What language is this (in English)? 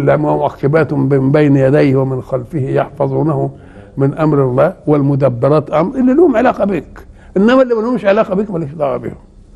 Egyptian Arabic